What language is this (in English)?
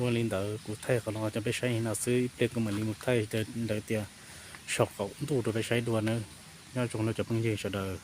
Hmong